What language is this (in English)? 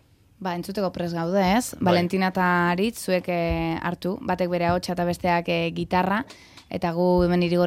Basque